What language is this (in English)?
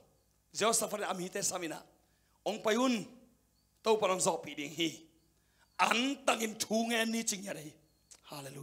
Tedim Chin